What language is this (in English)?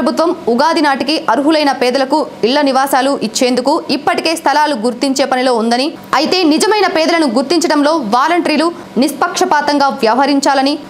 Telugu